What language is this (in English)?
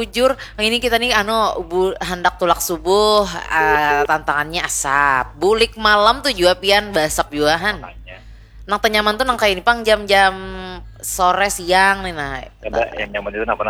Banjar